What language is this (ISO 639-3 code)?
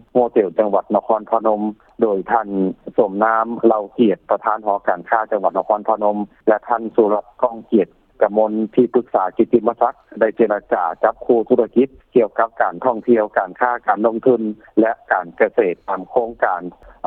lao